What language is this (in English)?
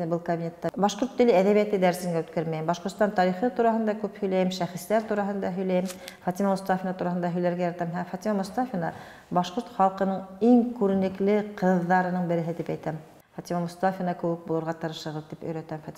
Bashkir